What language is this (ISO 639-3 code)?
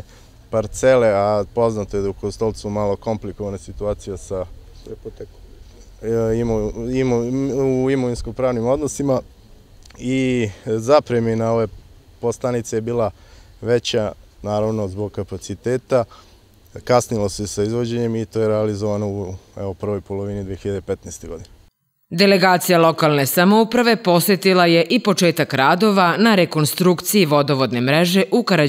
srp